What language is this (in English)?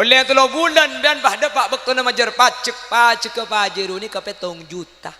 Madurese